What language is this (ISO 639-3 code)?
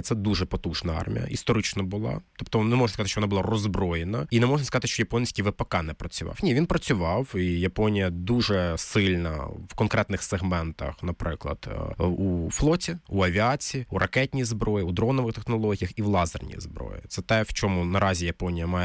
ukr